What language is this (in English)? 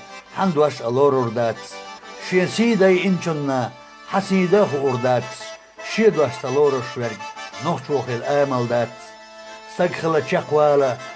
Chechen